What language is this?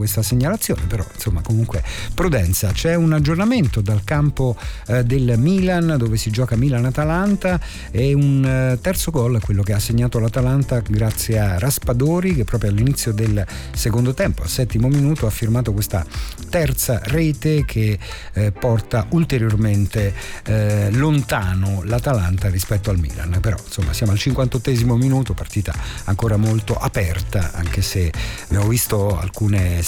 Italian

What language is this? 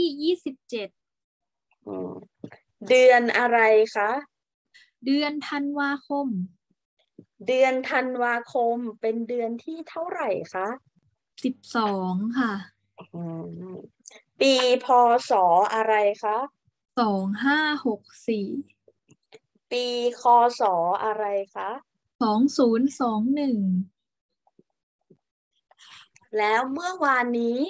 Thai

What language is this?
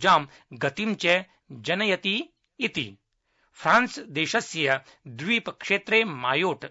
Sanskrit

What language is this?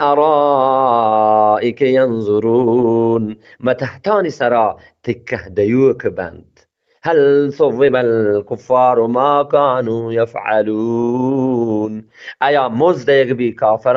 Eastern Balochi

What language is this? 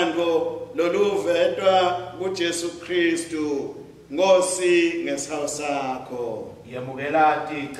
Swati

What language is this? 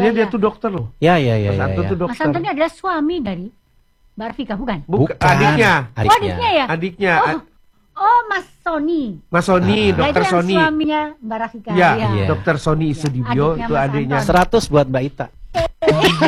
Indonesian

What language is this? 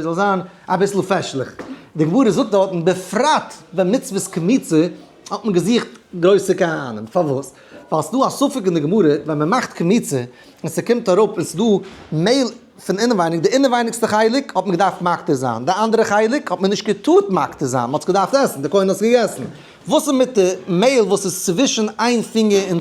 Yiddish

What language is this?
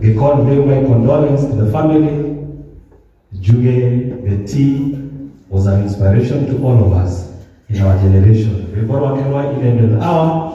Kikuyu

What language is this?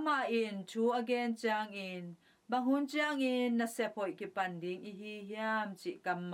Tedim Chin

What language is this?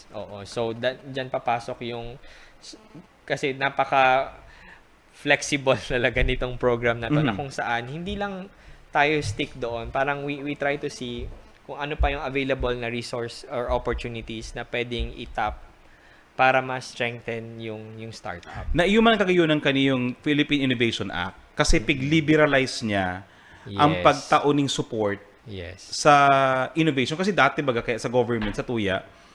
Bikol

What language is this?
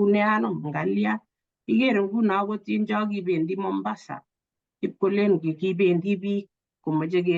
Kalenjin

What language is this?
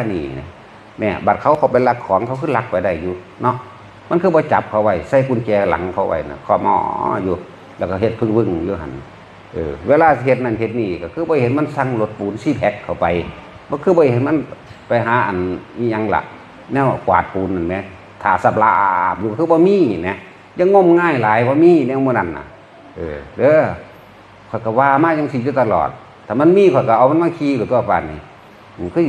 Northeastern Thai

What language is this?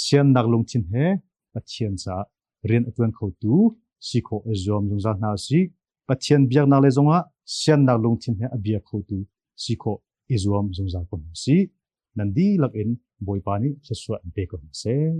Hakha Chin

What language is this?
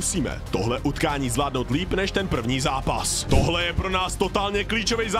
Czech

